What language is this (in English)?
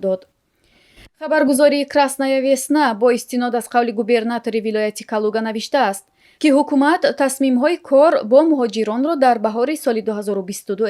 Tajik